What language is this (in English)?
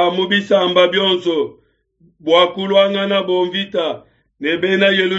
Luba-Lulua